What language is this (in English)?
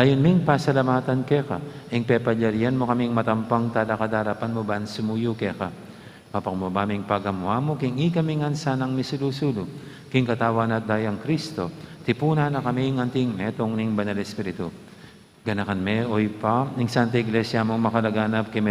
Pampanga